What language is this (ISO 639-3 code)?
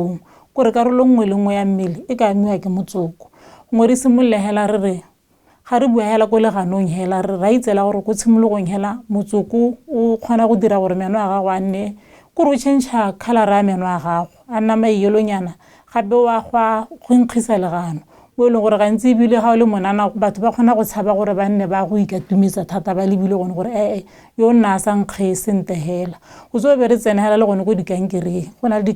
tsn